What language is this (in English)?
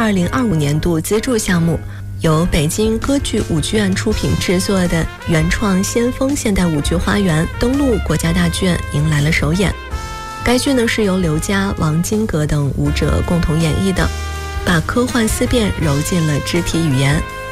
Chinese